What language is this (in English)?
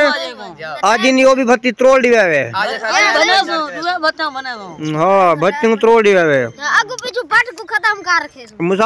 Saraiki